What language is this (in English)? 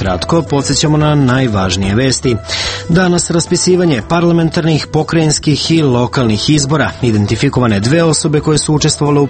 Serbian